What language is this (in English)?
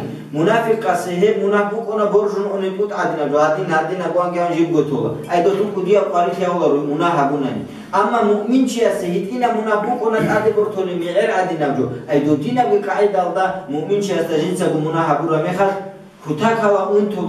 Avaric